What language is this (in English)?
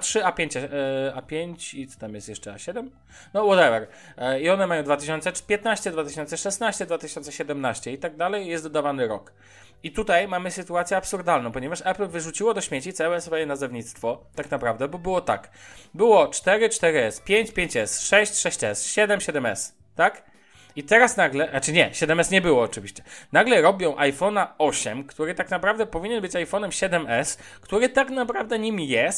Polish